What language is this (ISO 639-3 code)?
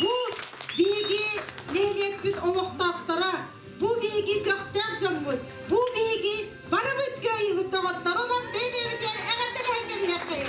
sah